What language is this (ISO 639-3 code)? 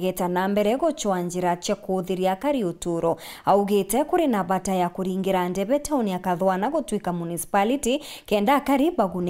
mer